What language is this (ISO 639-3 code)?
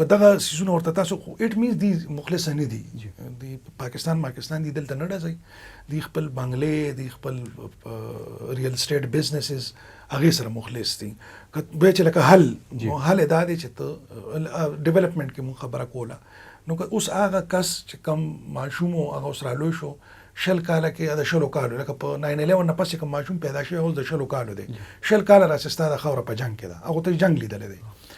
pus